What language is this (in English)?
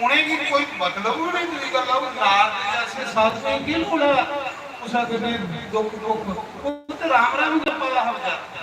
Dogri